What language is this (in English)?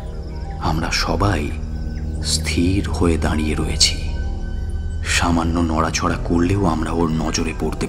Bangla